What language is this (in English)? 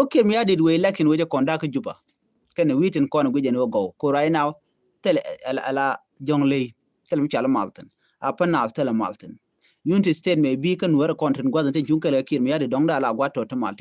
Nuer